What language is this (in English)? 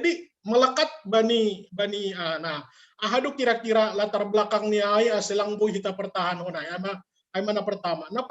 Batak Simalungun